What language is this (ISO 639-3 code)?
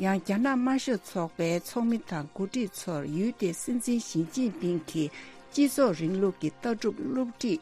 bod